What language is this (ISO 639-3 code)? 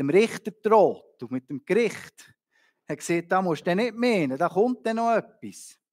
gsw